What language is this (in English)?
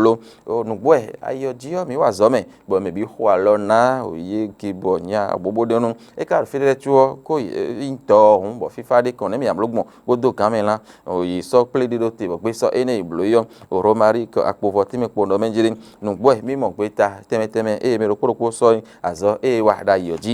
Fon